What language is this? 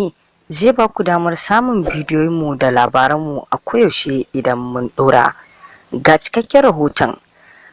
Hausa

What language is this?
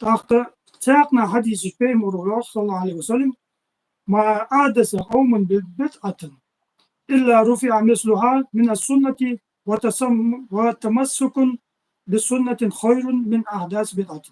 Ingush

